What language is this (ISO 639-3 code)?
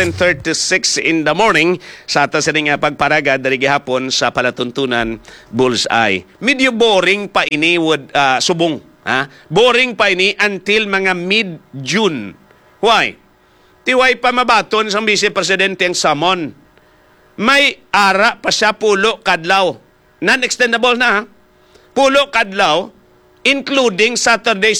hil